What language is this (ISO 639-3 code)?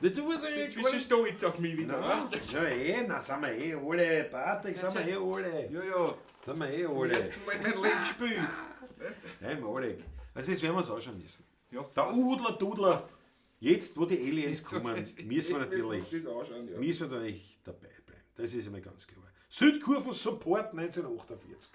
bar